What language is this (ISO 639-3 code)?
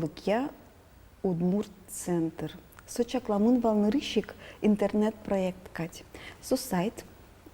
udm